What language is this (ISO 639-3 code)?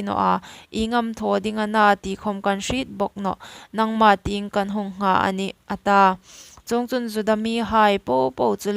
hmr